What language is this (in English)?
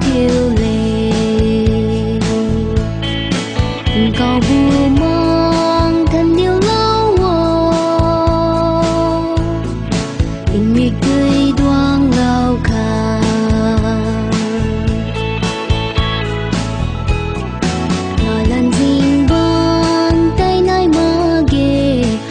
Vietnamese